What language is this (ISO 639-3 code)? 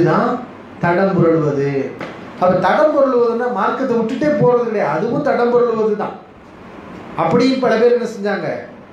tam